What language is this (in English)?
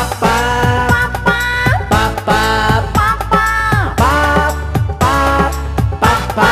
Minangkabau